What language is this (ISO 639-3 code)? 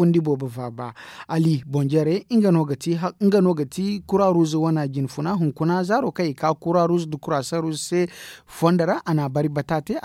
dje